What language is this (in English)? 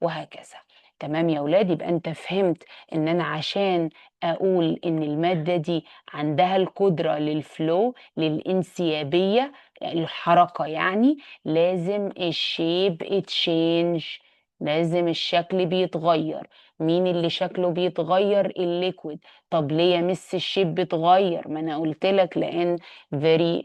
Egyptian Arabic